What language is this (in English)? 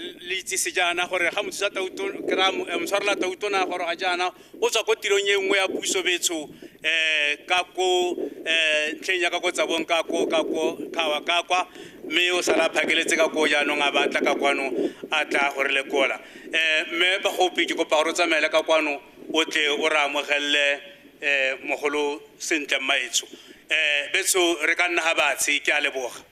Tswana